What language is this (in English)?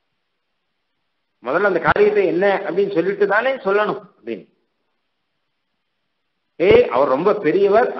Tamil